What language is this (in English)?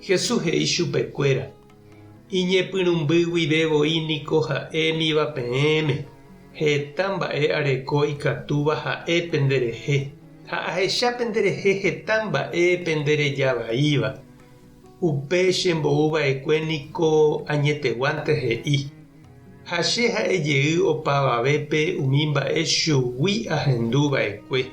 Guarani